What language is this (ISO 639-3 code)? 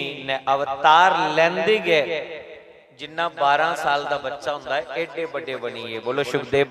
doi